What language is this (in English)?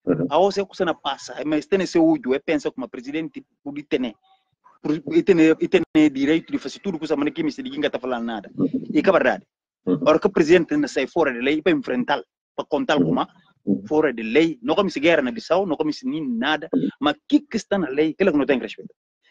Portuguese